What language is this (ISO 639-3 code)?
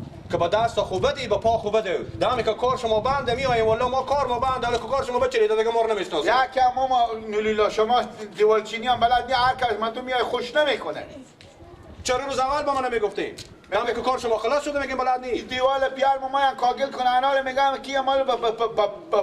fas